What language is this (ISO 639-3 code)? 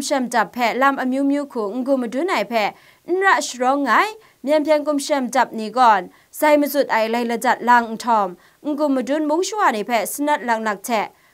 kac